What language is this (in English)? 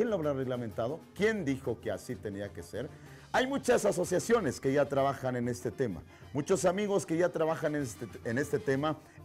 Spanish